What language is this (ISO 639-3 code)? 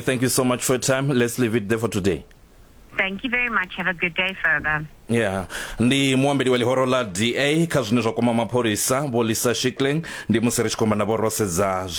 ven